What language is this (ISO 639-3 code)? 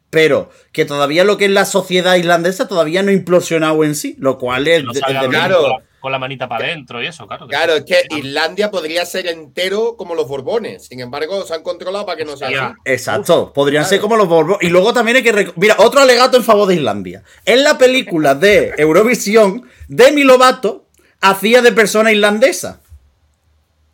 spa